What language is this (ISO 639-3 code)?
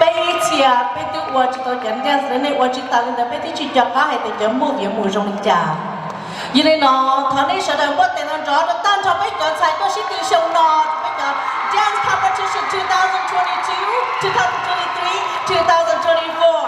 hmn